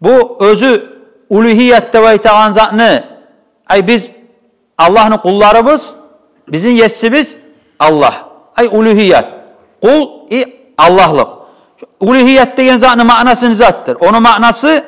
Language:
Kumyk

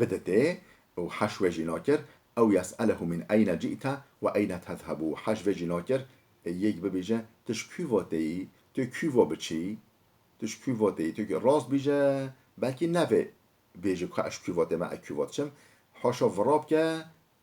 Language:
Kurdish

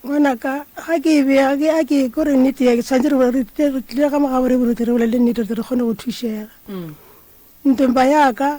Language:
Northern Sotho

